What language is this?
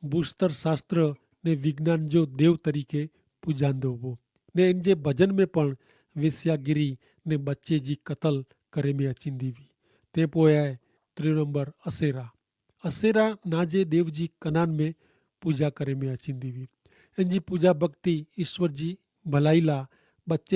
Kachhi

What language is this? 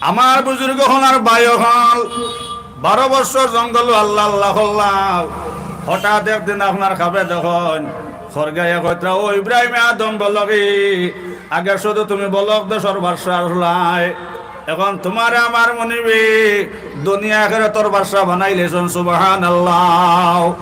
Sylheti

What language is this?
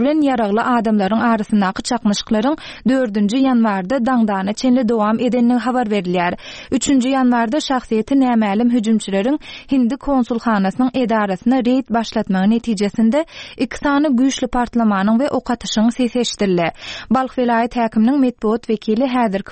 Turkmen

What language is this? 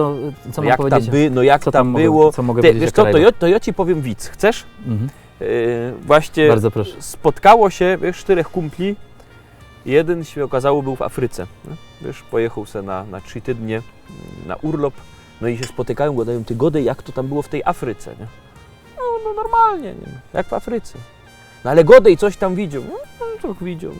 Silesian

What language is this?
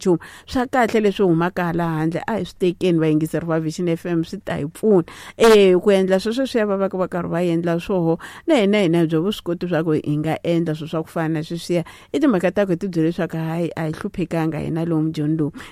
Tsonga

